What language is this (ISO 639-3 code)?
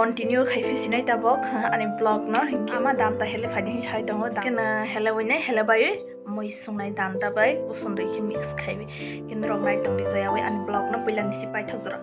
trp